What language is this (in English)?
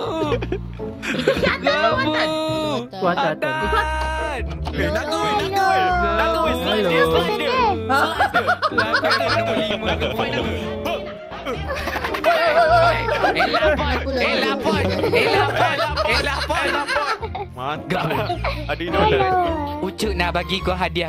Malay